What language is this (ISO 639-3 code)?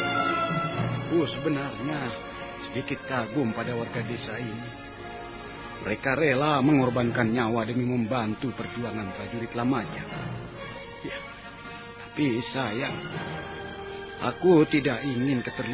ind